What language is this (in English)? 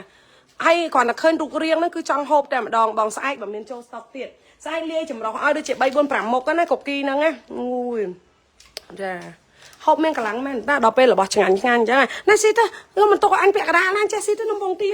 Khmer